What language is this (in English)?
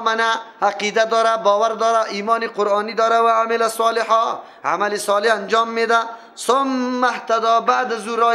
Persian